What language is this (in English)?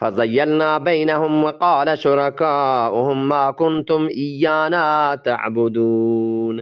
Eastern Balochi